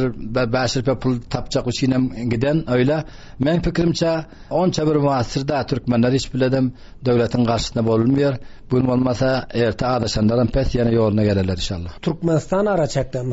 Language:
Turkmen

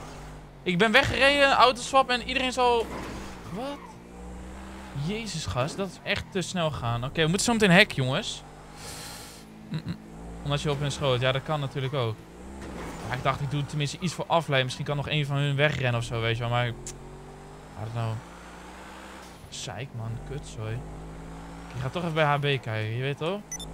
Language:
Dutch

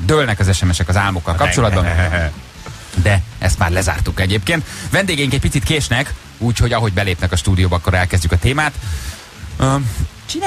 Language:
Hungarian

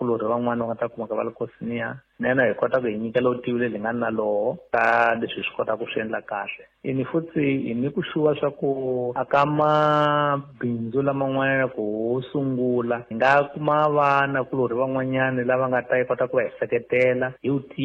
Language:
Tsonga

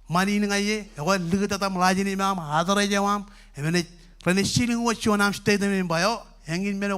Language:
Marshallese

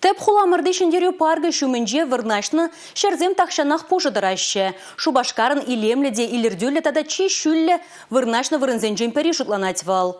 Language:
Chuvash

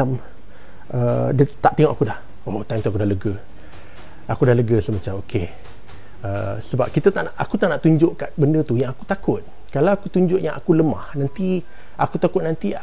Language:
Malay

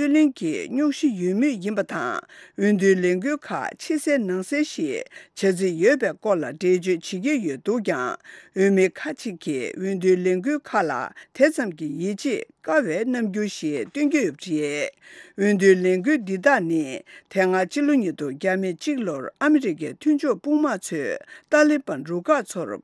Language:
Tibetan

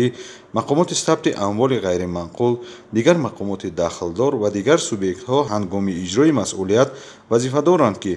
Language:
Tajik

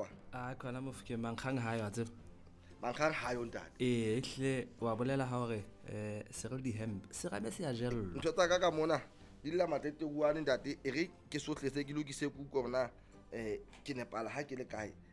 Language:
Southern Sotho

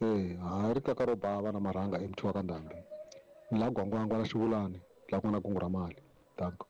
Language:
Tsonga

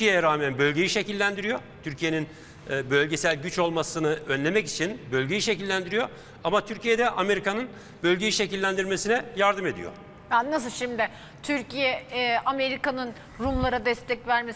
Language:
Turkish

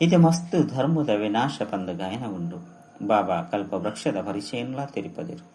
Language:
Tulu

